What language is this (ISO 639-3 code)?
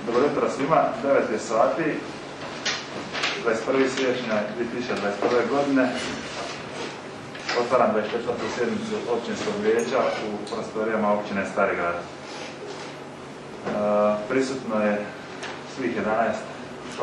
hrv